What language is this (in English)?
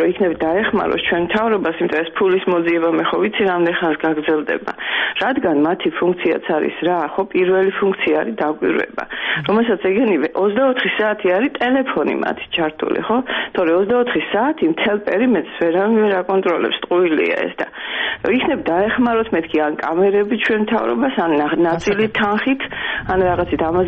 Georgian